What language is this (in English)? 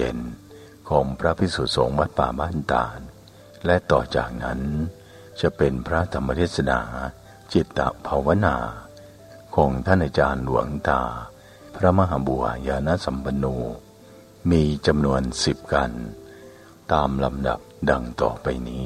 Thai